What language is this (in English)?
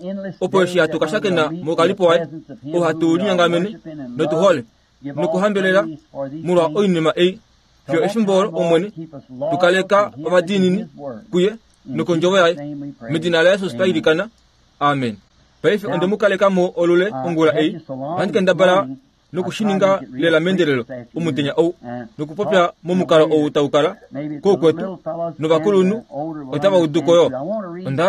Kuanyama